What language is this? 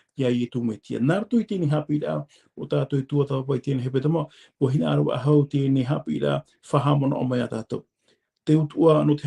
Tahitian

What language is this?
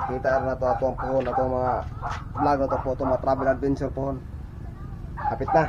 Cebuano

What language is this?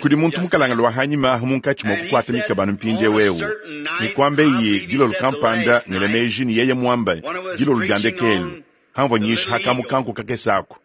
Luba-Lulua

